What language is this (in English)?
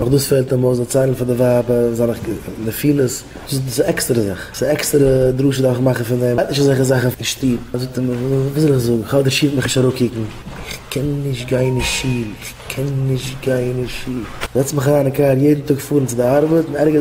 Yiddish